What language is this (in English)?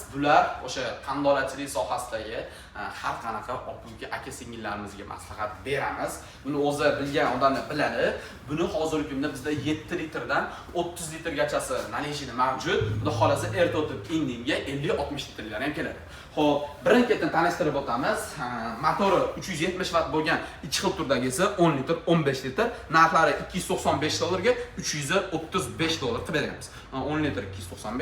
Uzbek